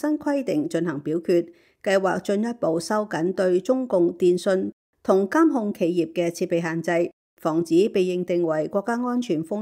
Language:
Cantonese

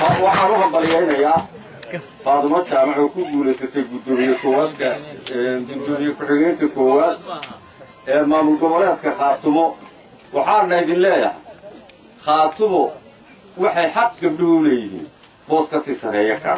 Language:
Somali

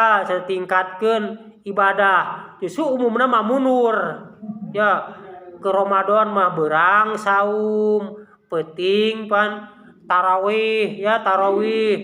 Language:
Sundanese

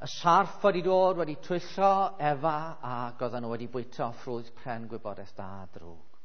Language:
Welsh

